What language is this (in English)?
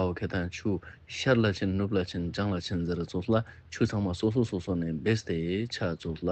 Ladakhi